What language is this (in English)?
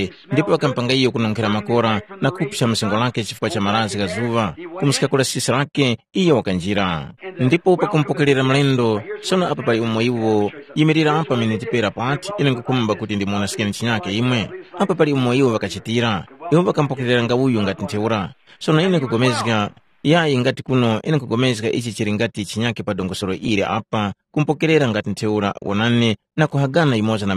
Tumbuka